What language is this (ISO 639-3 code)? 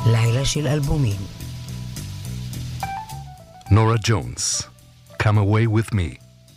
heb